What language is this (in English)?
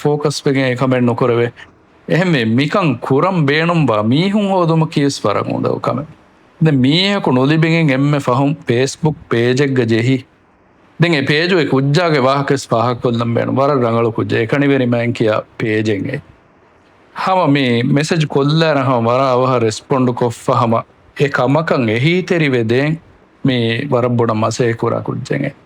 Divehi